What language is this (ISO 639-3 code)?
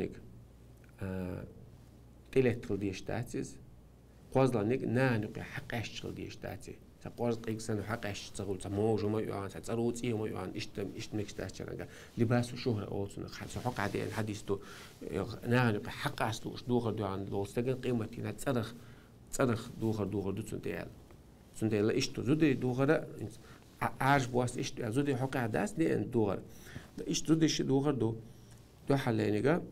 che